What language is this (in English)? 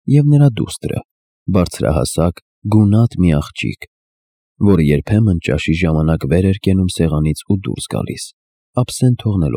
Armenian